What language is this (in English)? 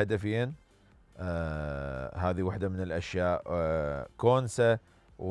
Mesopotamian Arabic